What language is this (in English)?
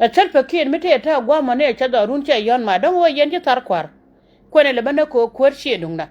Nuer